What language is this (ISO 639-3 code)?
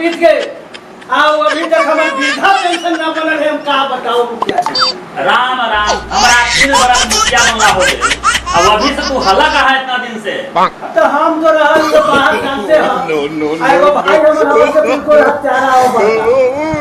mag